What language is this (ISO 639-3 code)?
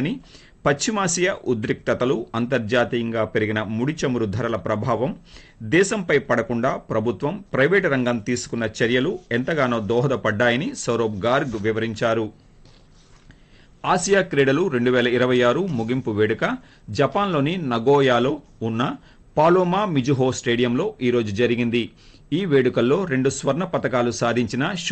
tel